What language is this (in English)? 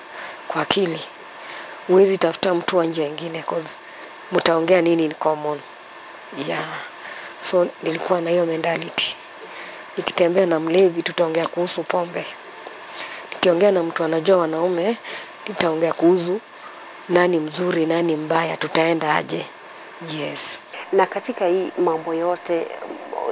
Swahili